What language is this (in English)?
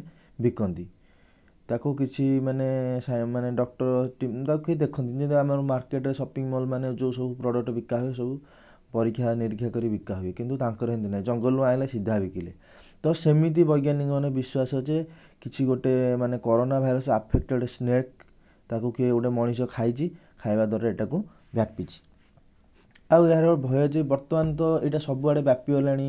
Odia